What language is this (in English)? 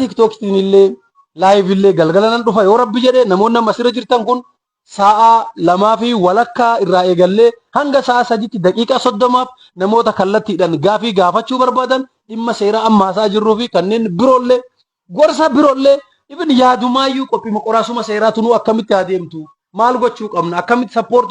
Oromo